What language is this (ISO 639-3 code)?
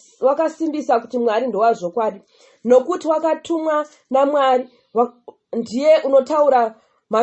sna